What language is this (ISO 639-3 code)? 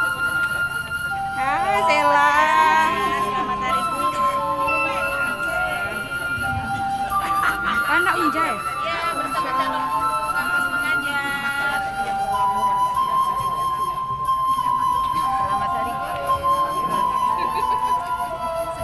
ind